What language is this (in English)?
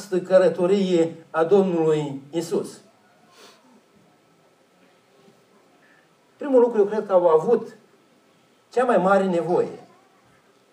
Romanian